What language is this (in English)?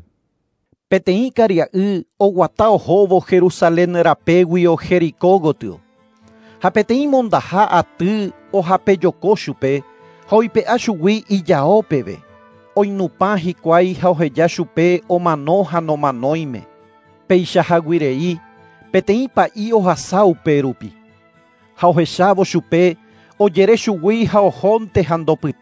Guarani